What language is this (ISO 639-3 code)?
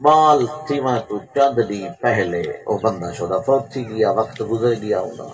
skr